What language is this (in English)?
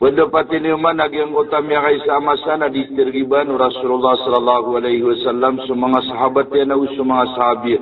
Maranao